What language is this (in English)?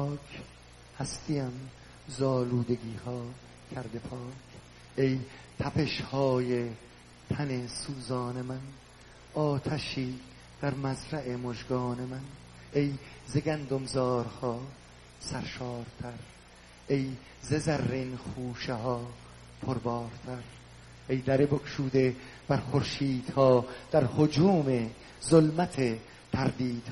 Persian